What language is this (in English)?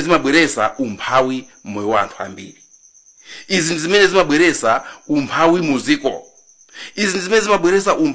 Nyanja